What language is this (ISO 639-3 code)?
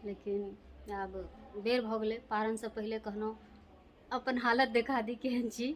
mai